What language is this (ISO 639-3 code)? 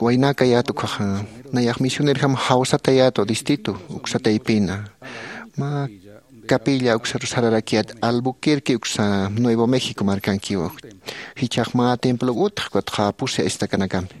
aym